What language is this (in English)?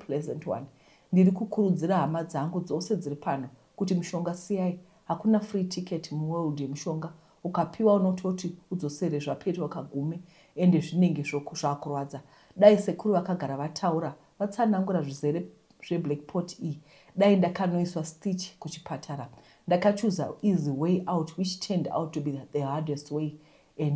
Shona